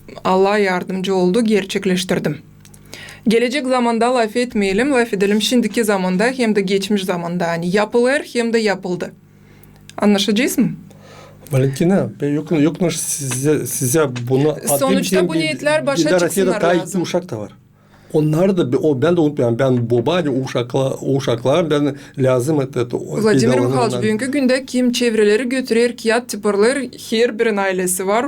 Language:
Gagauz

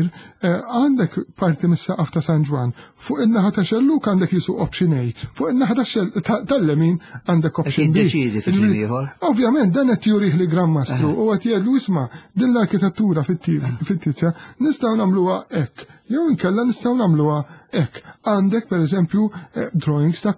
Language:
Maltese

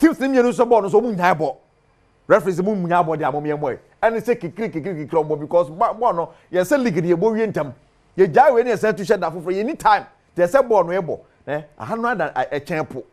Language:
Akan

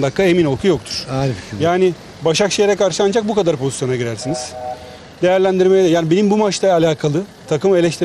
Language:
Turkish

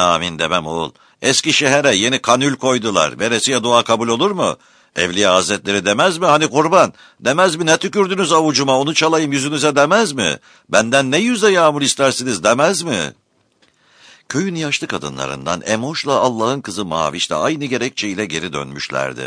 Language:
Turkish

